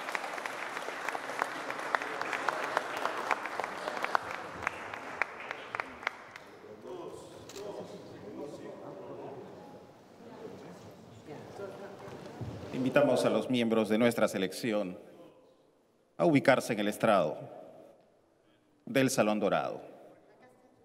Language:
Spanish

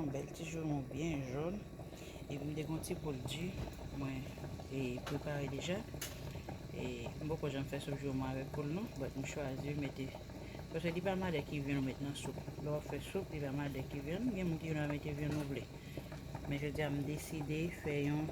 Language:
Haitian Creole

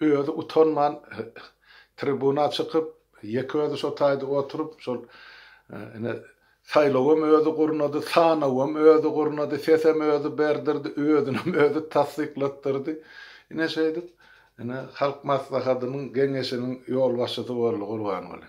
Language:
Turkmen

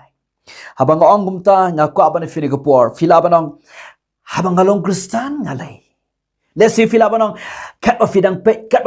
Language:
Khasi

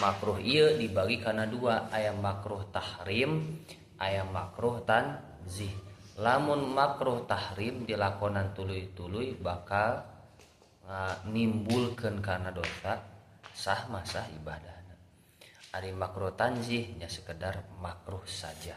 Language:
Sundanese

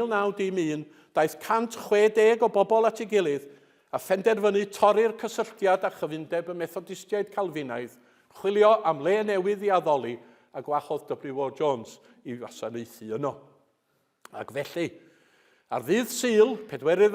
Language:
Welsh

